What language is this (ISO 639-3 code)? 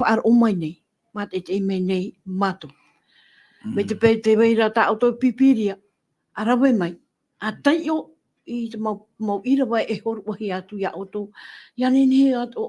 tah